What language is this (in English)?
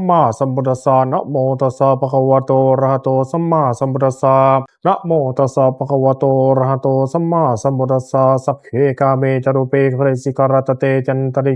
Pali